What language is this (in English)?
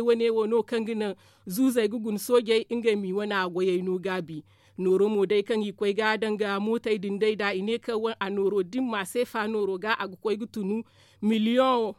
Zarma